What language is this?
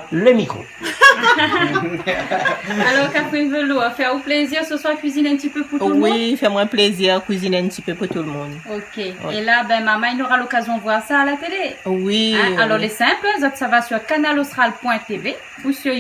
Réunion Creole French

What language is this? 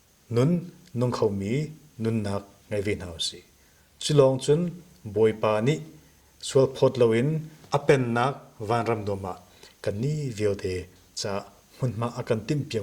Hakha Chin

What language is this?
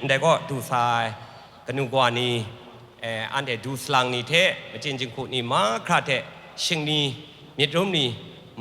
Kachin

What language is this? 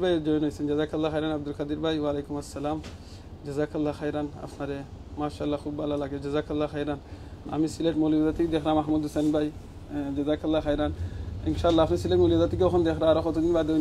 Sylheti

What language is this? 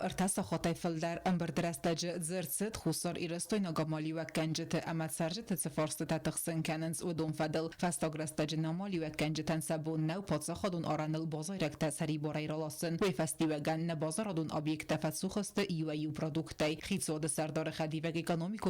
Ossetic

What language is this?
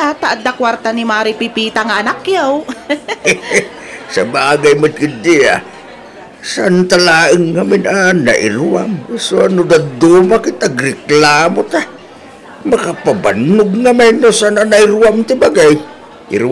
Iloko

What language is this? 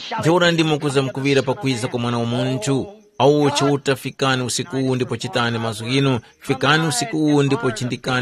Tumbuka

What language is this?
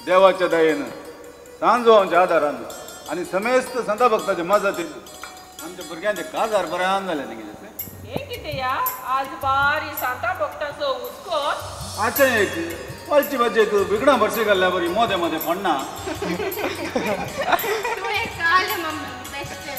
Konkani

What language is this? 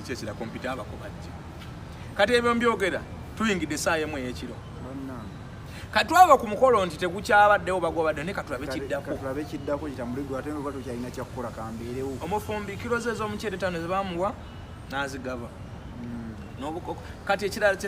Ganda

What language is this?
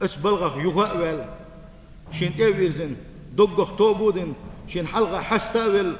Chechen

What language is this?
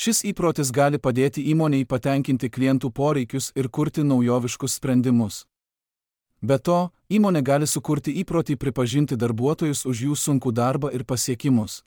Lithuanian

